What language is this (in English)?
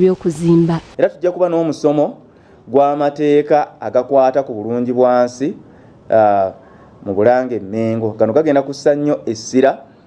Ganda